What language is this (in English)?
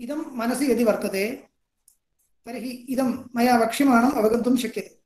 Sanskrit